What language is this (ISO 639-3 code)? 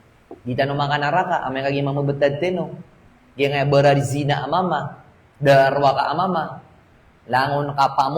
mrw